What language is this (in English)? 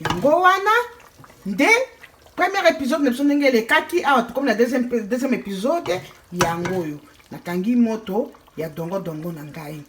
Lingala